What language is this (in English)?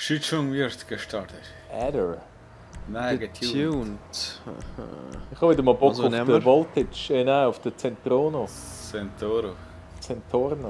Swiss German